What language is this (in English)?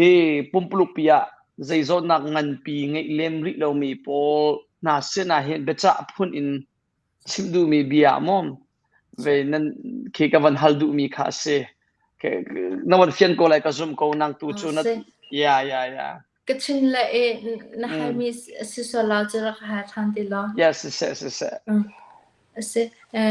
Hakha Chin